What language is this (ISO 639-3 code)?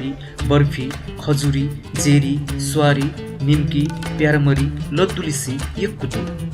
new